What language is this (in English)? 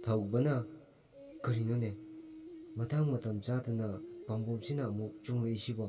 Manipuri